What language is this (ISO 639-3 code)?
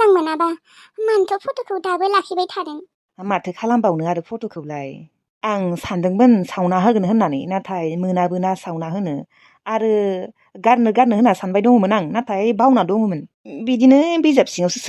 brx